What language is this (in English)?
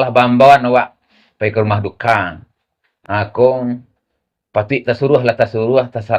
Minangkabau